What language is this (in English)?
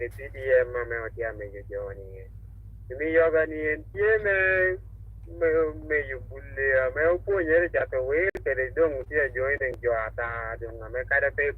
Acoli